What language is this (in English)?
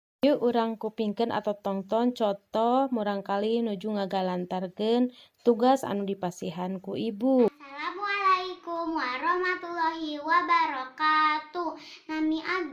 Sundanese